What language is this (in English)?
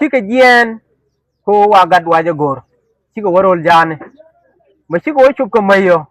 Nuer